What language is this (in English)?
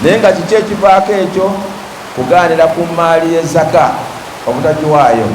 Ganda